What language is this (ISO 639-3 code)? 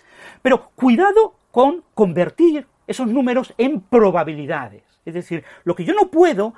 spa